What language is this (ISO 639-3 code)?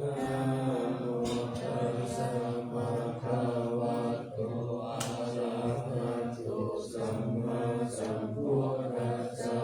pli